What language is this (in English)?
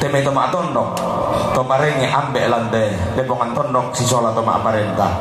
Toraja-Sa'dan